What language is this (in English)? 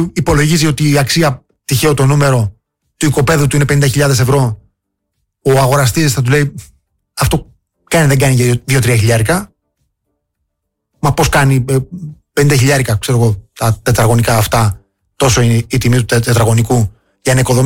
Greek